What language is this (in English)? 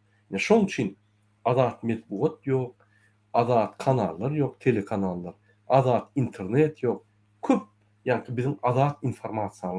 Turkmen